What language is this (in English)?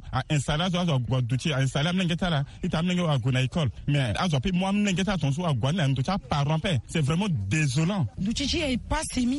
Sango